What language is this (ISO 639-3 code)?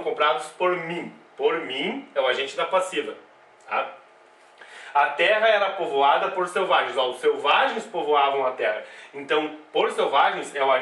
por